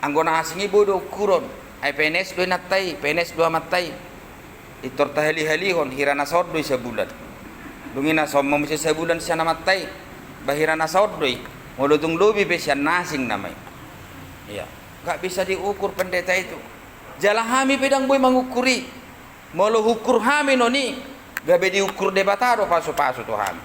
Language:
Batak Toba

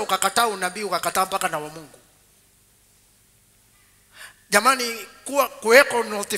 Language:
Swahili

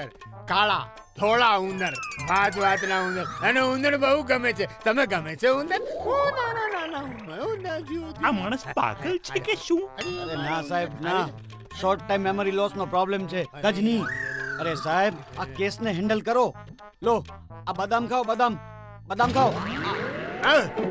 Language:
Gujarati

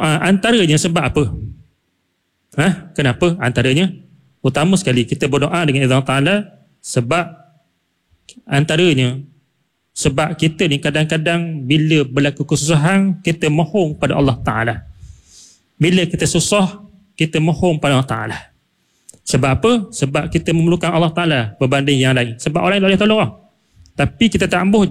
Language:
Malay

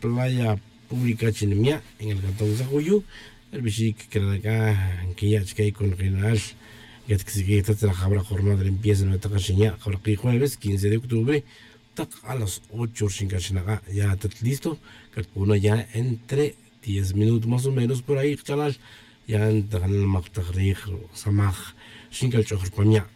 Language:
Tz'utujil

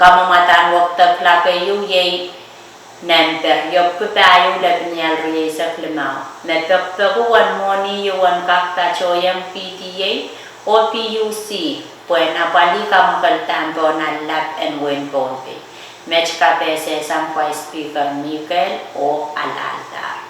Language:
Pohnpeian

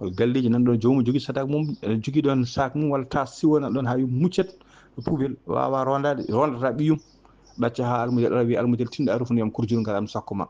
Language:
Fula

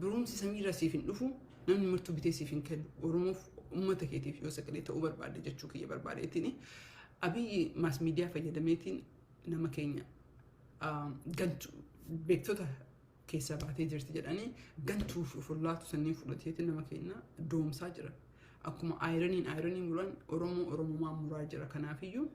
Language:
Oromo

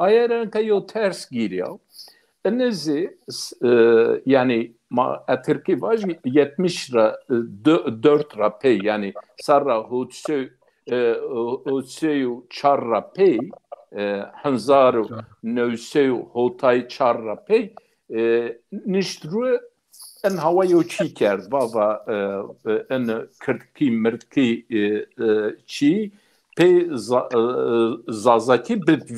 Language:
Zaza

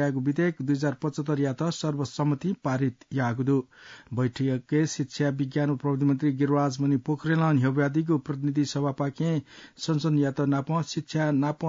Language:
Newari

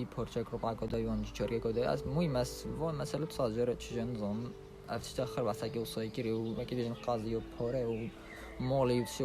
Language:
Kurdish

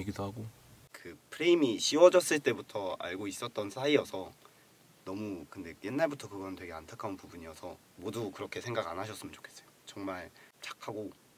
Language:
Korean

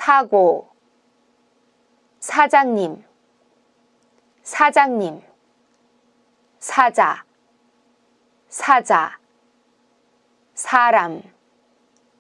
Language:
Korean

